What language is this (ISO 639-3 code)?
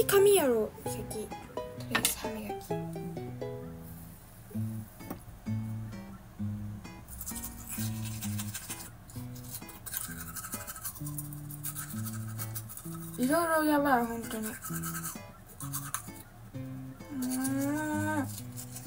jpn